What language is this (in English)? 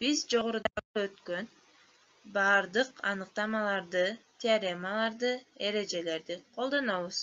Kyrgyz